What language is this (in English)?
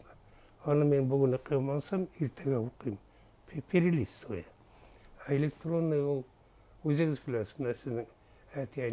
Bashkir